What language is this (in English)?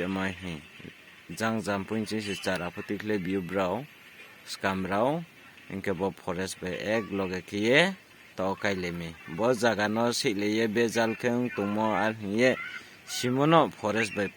Riang (India)